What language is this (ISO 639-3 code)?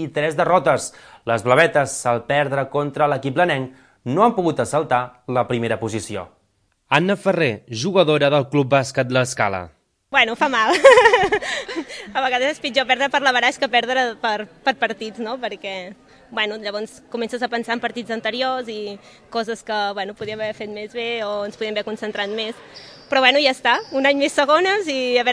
cat